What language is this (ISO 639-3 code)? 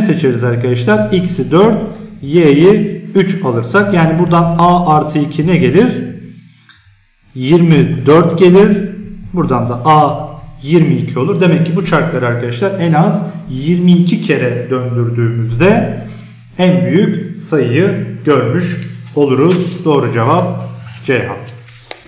tur